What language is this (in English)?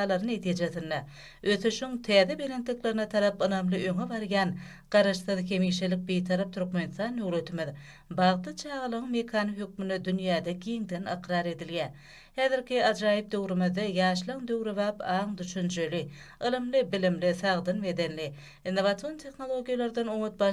Turkmen